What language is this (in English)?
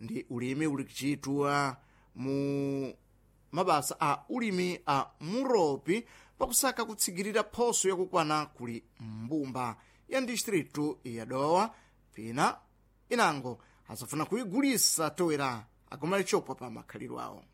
Sena